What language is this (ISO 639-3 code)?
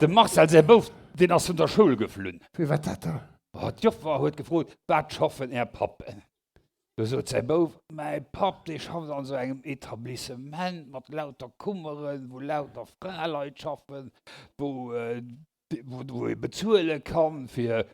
ltz